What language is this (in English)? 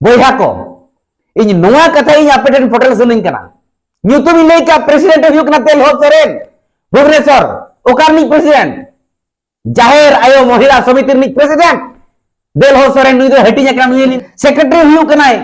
Santali